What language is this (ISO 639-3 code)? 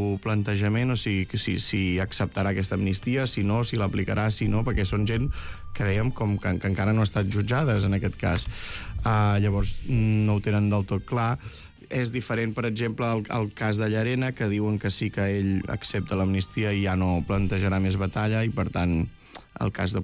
cat